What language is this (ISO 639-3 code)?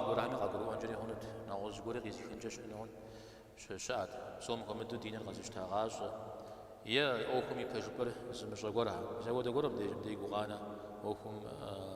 kbd